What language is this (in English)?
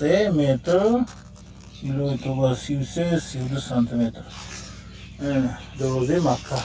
Tajik